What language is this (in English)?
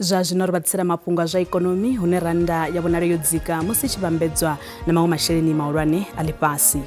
Venda